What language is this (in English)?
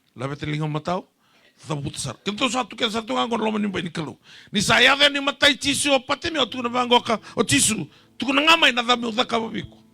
Fijian